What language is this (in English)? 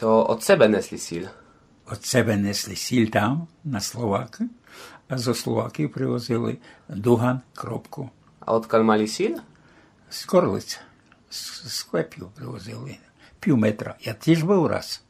Rusyn